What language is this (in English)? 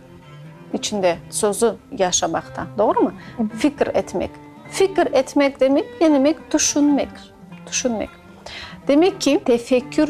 Crimean Tatar